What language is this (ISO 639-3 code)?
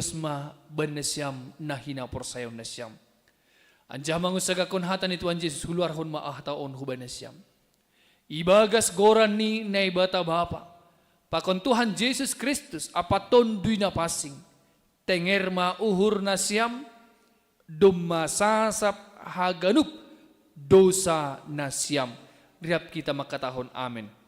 bts